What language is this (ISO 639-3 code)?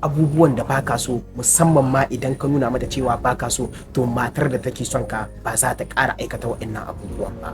hau